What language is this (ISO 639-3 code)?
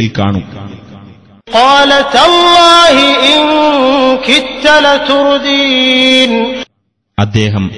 mal